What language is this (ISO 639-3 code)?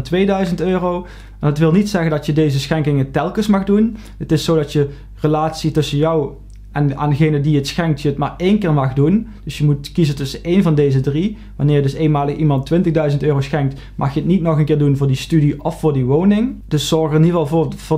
nld